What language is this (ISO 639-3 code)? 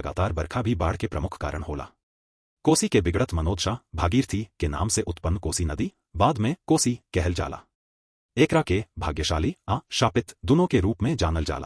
bho